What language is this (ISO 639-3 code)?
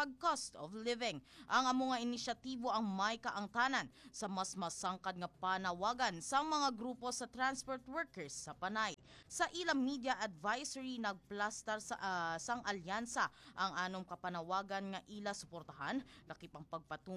hil